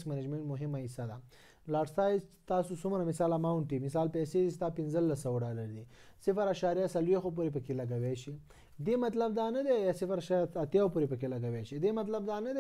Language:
Pashto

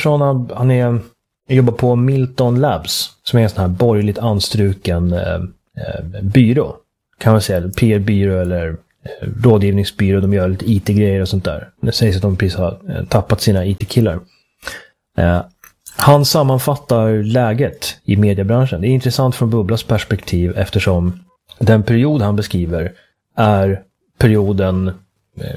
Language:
Swedish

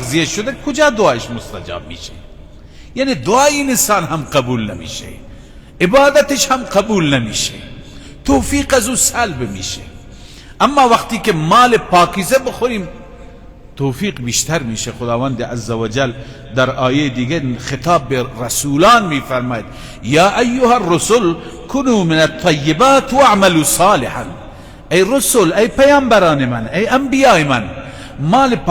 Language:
Persian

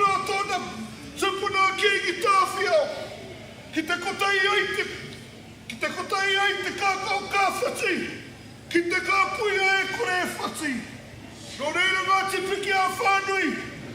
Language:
Māori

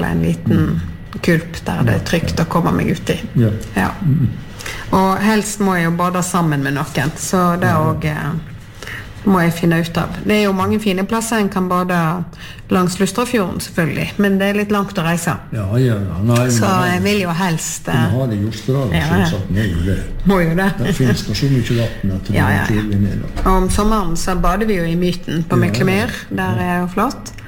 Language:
Norwegian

